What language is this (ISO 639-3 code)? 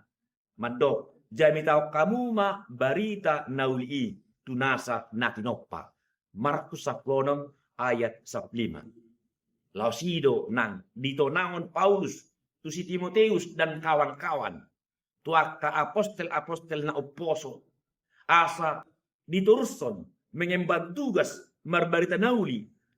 bbc